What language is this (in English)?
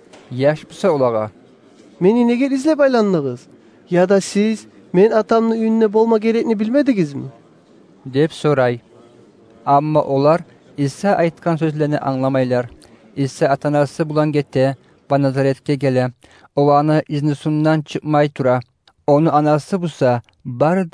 Kumyk